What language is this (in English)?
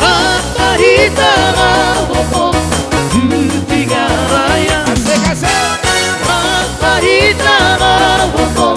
Batak Toba